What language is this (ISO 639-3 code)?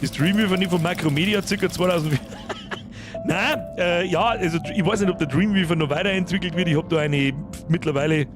bar